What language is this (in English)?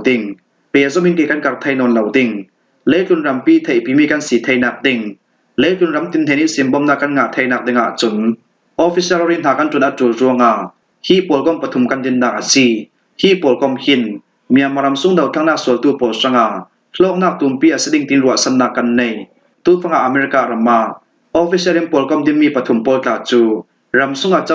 Falam Chin